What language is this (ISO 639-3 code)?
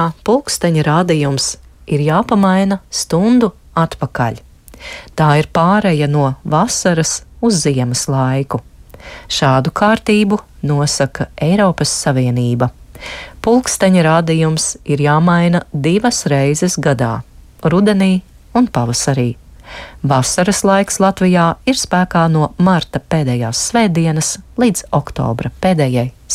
lav